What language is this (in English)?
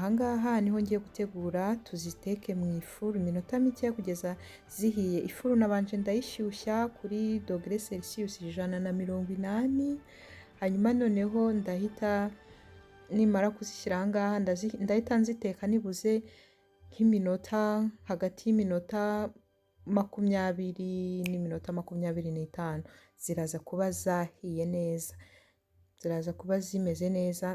Kinyarwanda